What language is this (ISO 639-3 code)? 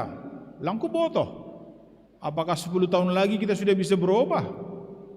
bts